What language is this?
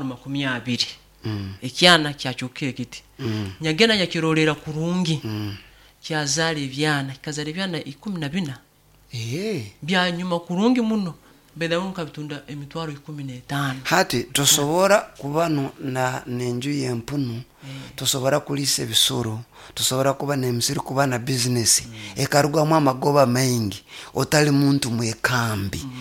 Nyoro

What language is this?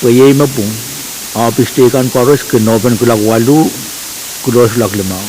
Pohnpeian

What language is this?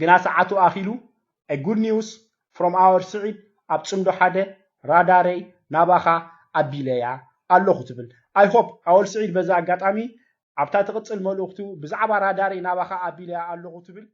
Tigrinya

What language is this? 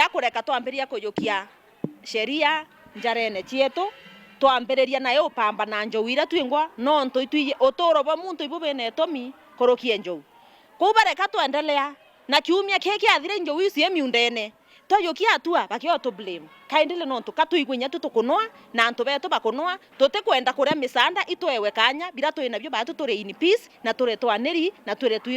Meru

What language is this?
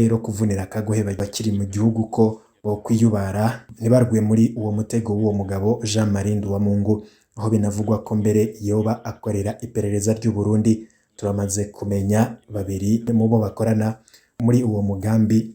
Rundi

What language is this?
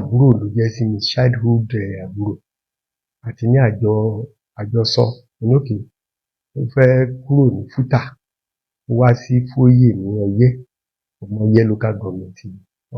Yoruba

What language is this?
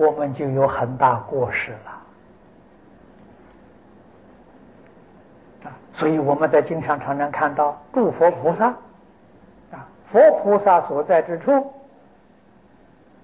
Chinese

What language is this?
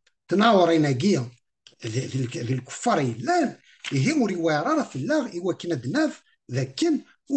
Kabyle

